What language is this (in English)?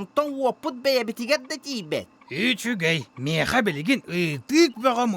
Yakut